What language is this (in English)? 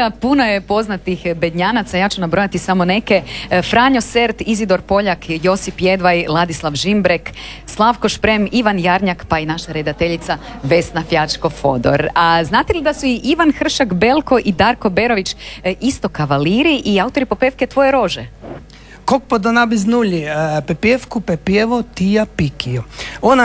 Croatian